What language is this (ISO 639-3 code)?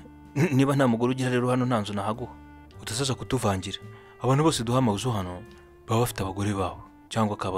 kin